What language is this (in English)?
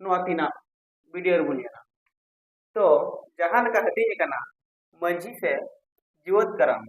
Santali